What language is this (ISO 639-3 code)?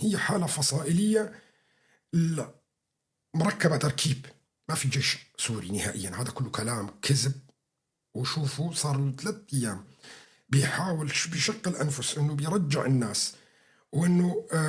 apc